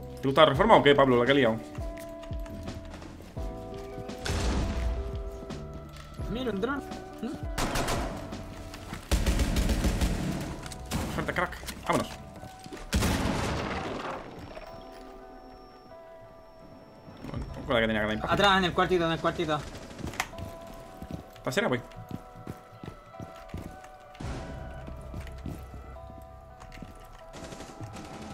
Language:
Spanish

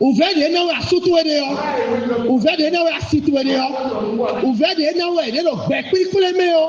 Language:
Fon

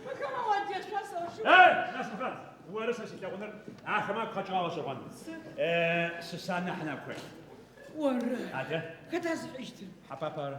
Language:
Adyghe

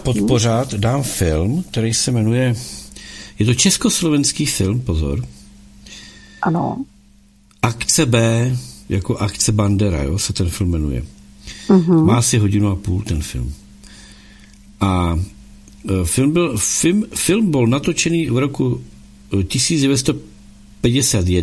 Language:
Czech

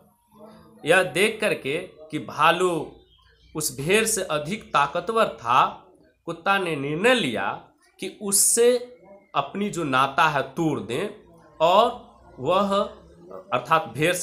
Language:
Hindi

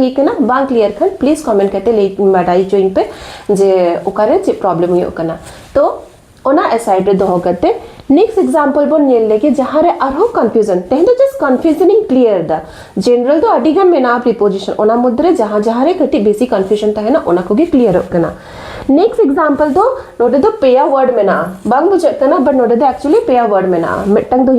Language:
Santali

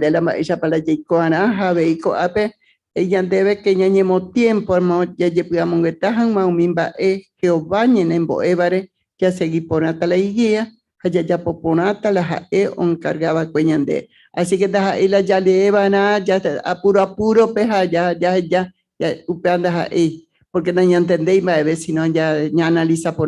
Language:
Guarani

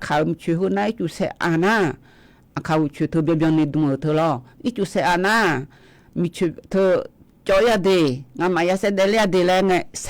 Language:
Akha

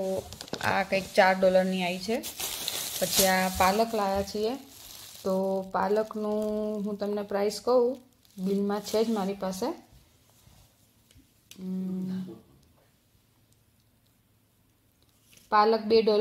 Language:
Gujarati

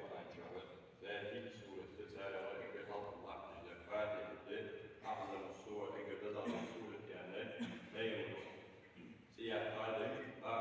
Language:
Ingush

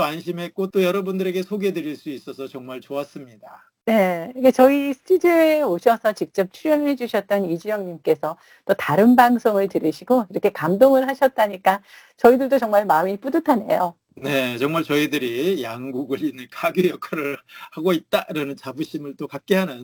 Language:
Korean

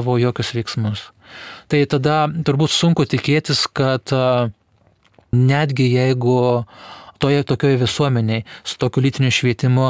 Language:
Lithuanian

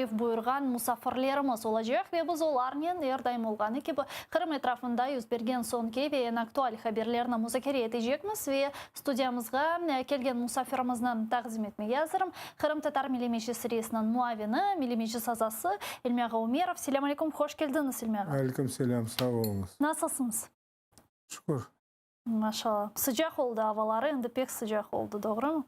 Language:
Crimean Tatar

